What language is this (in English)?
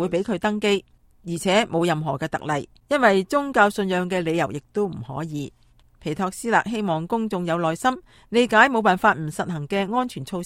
Cantonese